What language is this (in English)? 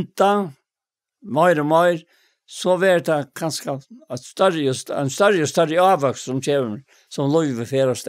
Faroese